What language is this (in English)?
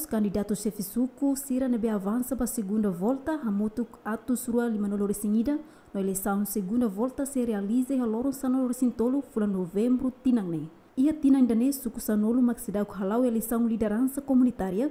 Tetum